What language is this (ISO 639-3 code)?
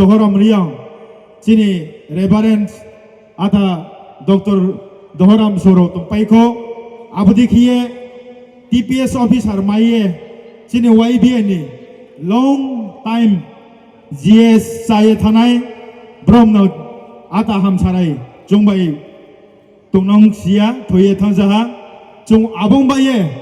ria